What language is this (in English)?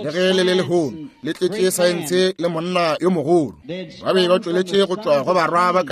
Northern Sotho